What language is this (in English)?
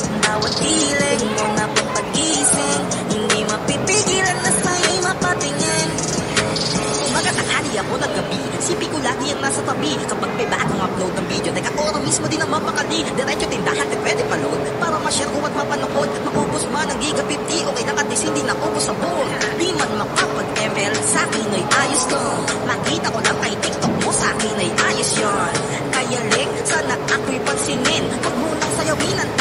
Filipino